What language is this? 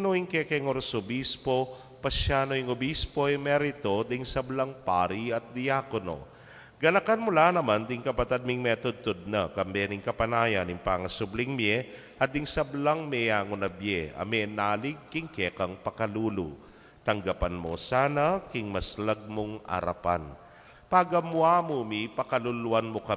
Pampanga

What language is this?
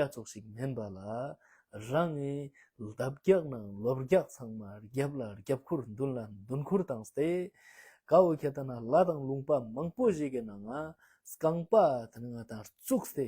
Ladakhi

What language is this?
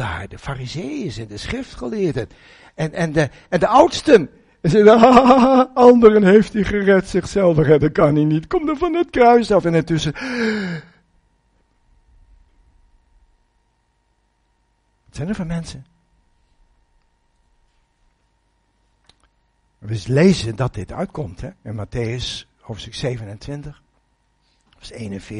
Dutch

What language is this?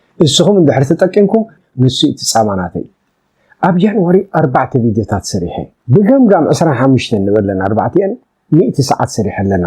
Tigrinya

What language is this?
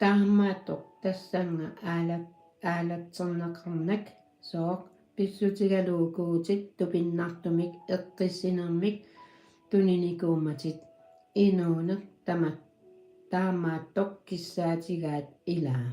Kalaallisut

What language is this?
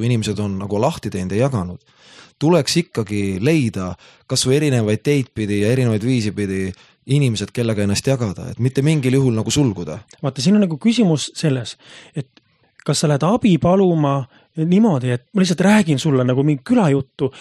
Estonian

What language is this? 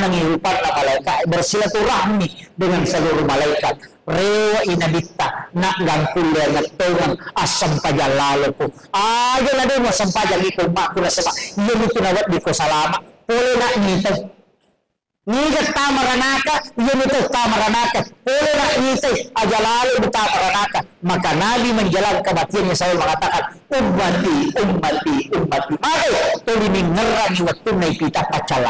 Buginese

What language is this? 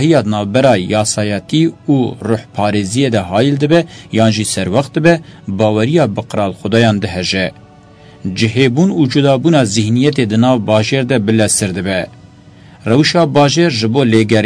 Kurdish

